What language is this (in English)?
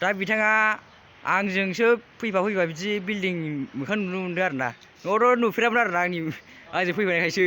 Bodo